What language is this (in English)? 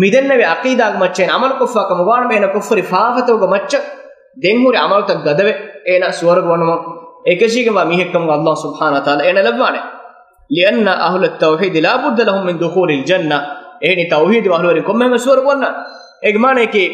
Divehi